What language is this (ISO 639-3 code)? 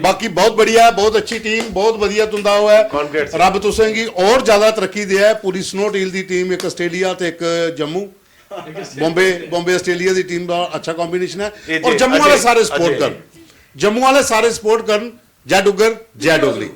doi